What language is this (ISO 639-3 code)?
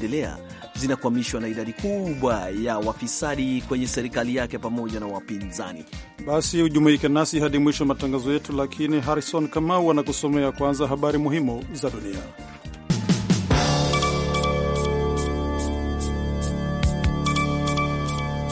swa